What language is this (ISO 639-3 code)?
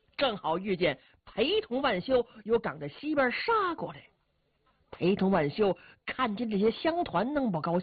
zho